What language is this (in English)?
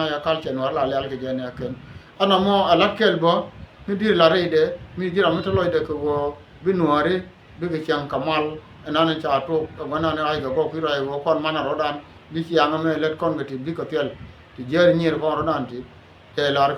Nuer